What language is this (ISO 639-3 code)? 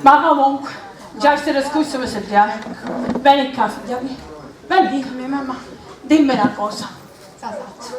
scn